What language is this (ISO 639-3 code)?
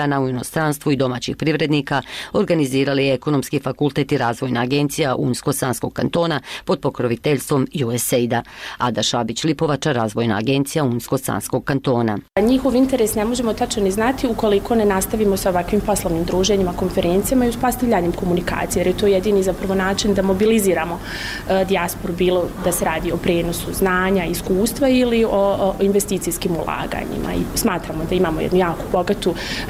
bos